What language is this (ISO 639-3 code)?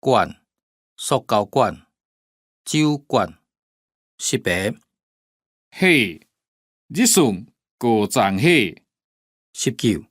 hak